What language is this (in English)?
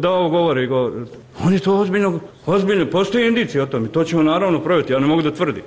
Bosnian